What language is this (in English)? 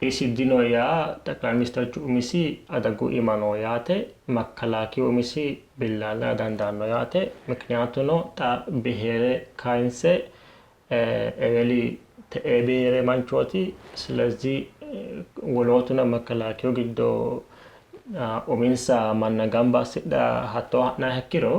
Sidamo